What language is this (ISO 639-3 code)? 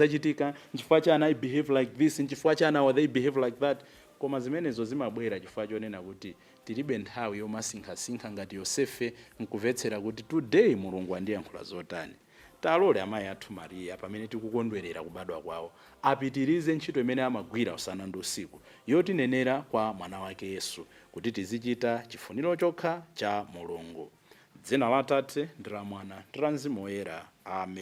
nya